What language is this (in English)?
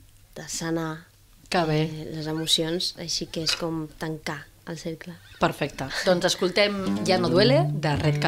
Catalan